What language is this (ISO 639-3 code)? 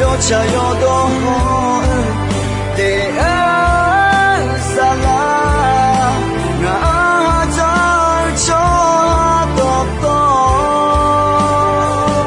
ahk